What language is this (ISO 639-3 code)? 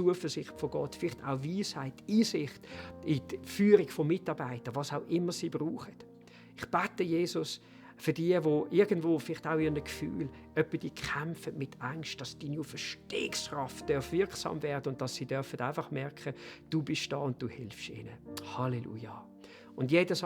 gsw